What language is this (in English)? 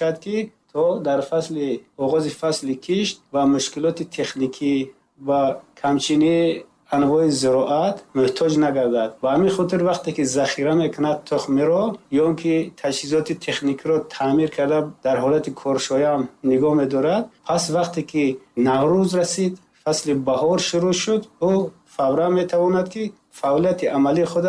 Tajik